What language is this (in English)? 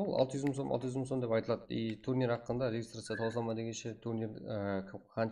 Kara-Kalpak